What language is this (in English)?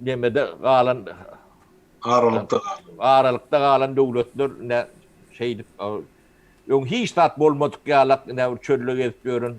Turkmen